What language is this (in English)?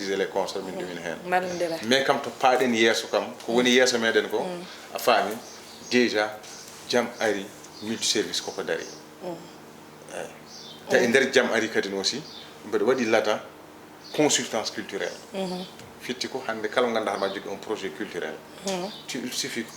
Fula